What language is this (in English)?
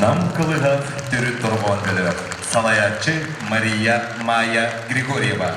Yakut